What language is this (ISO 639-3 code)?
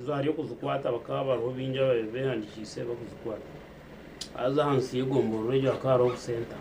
nyn